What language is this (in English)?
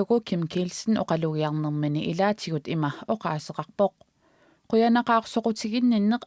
Kalaallisut